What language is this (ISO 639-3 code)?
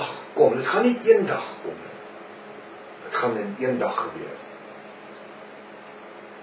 afr